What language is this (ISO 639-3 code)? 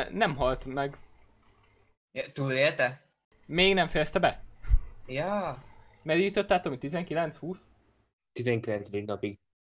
hun